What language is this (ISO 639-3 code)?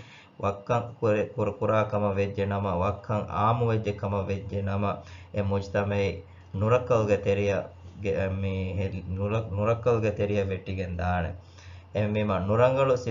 div